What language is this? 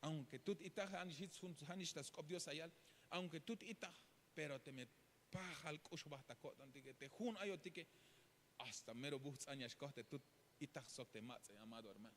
Tzeltal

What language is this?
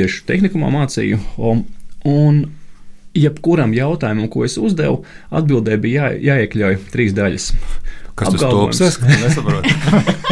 Latvian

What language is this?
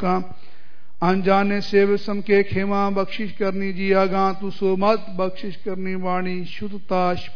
Punjabi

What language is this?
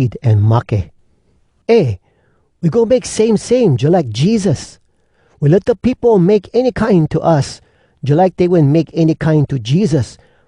Hawai'i Creole English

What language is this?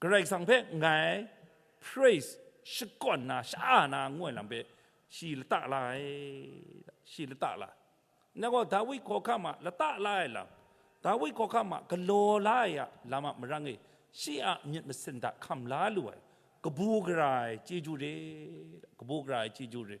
Kachin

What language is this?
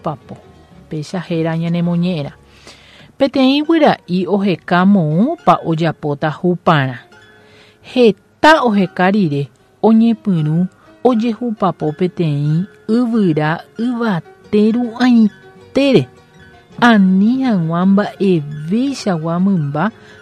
Guarani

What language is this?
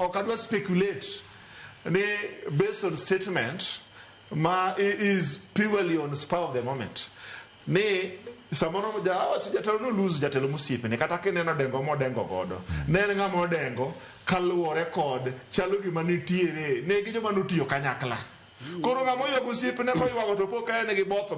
Luo (Kenya and Tanzania)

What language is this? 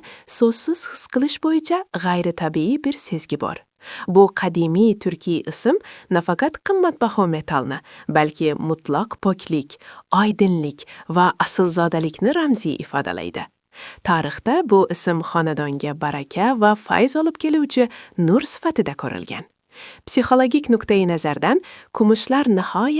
Uzbek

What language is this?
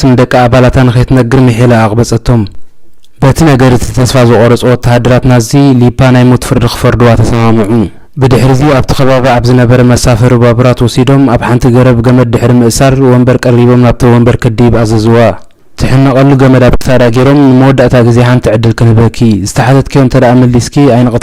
Tigrinya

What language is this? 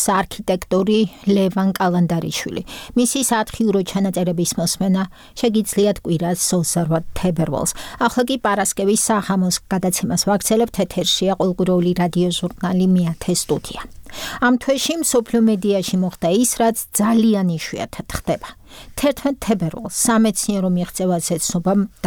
Georgian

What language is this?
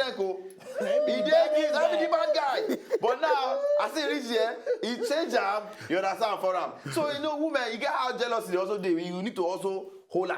Nigerian Pidgin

